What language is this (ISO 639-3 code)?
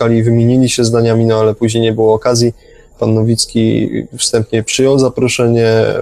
pol